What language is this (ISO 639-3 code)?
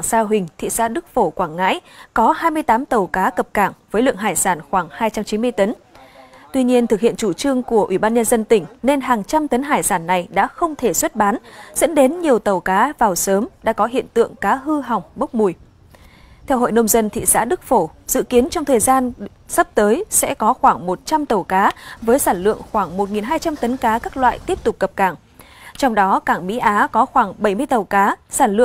vie